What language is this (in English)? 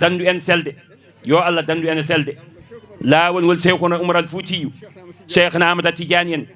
Fula